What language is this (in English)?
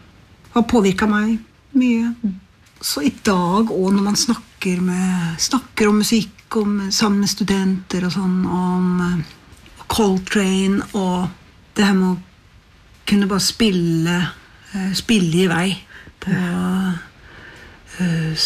Norwegian